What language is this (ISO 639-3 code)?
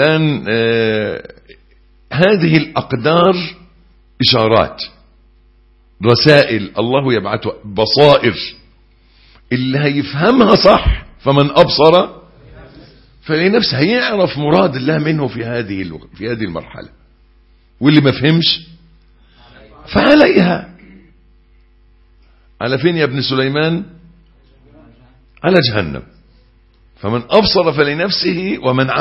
arz